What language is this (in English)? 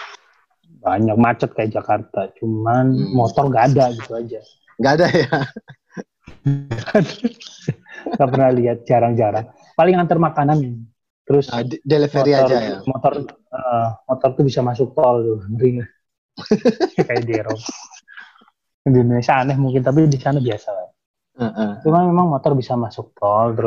Indonesian